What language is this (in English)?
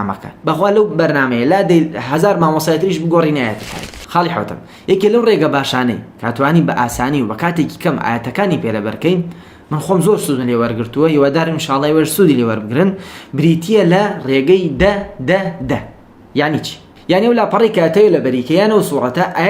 Central Kurdish